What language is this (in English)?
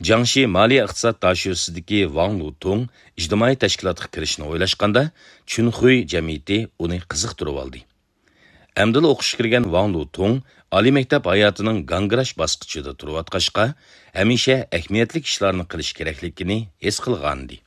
Uyghur